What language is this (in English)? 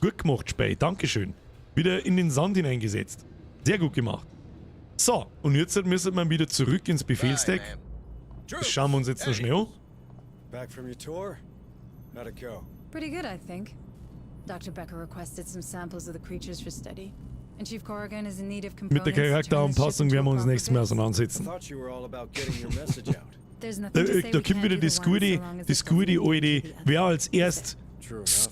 Bavarian